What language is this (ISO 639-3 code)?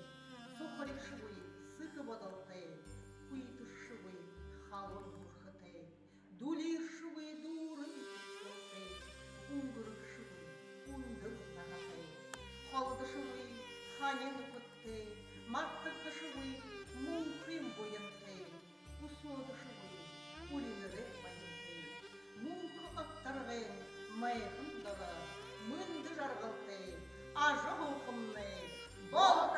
bua